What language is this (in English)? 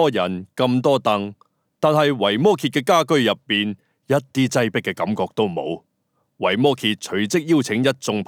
Cantonese